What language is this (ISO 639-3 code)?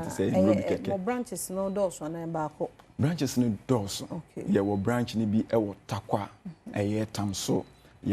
aka